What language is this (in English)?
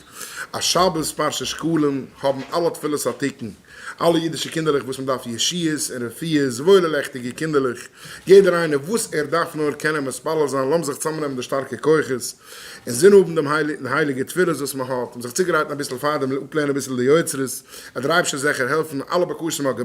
Yiddish